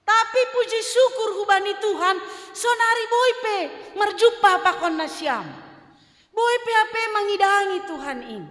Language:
Batak Simalungun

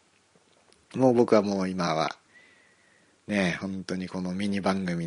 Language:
Japanese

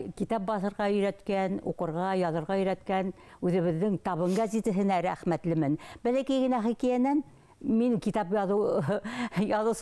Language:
Bashkir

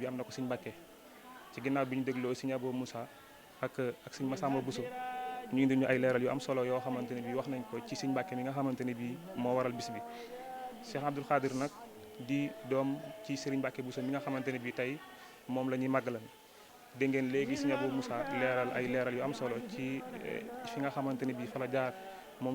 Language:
Wolof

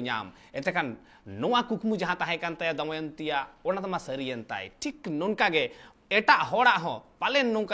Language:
Santali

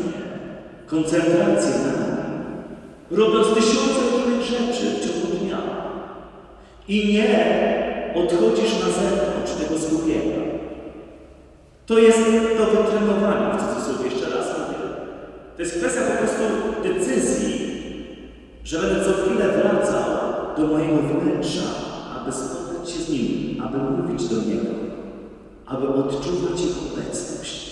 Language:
Polish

